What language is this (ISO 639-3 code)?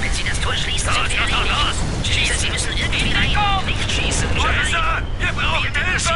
bar